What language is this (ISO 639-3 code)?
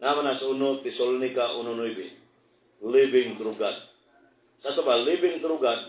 ceb